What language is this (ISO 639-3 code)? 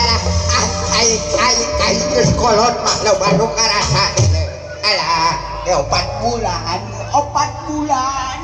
sun